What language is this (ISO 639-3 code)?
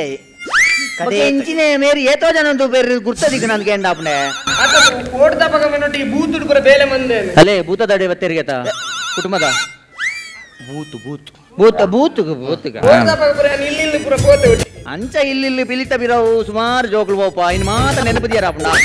tcy